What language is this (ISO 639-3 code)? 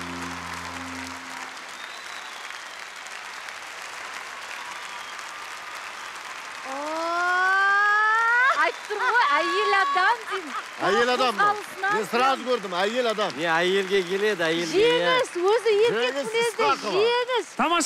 kaz